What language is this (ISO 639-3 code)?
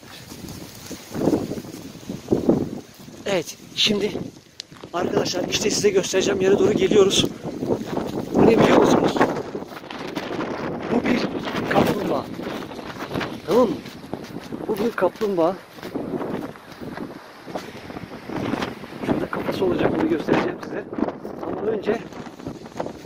tur